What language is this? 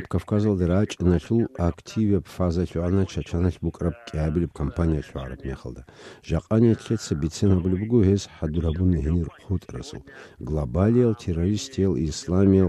Avaric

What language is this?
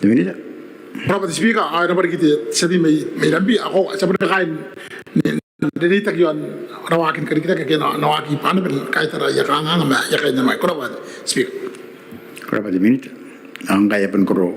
Gilbertese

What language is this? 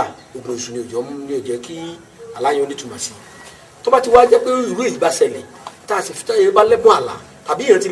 Yoruba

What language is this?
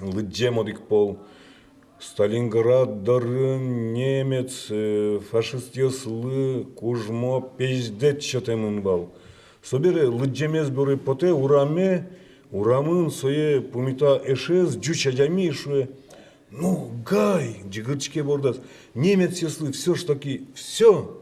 Udmurt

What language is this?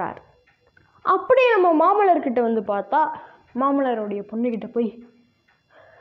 Tamil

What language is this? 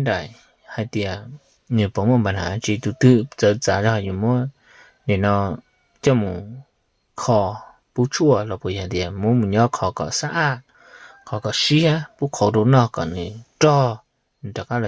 Hmong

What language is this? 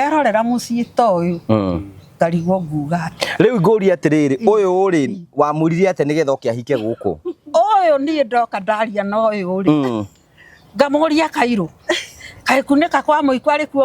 Kikuyu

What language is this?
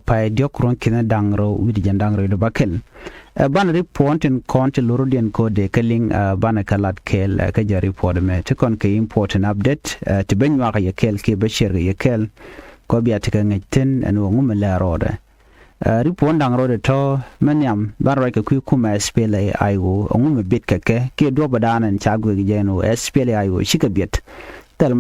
Nuer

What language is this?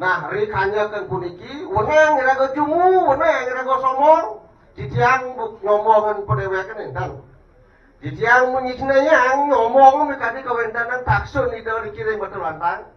Balinese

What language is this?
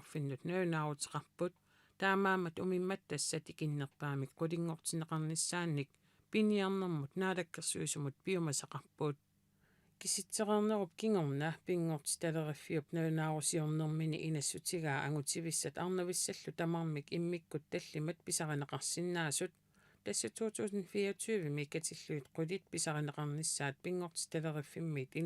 Kalaallisut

